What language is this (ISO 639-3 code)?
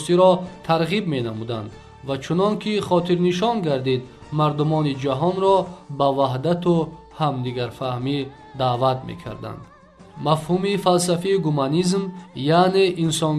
tgk